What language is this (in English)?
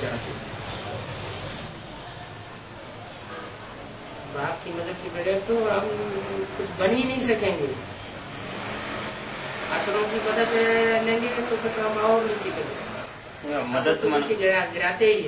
Hindi